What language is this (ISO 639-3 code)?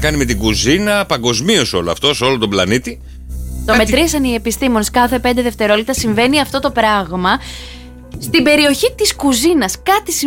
ell